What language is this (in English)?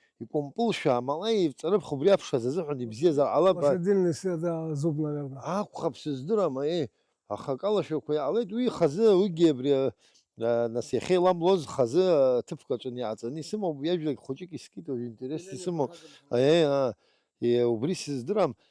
Abkhazian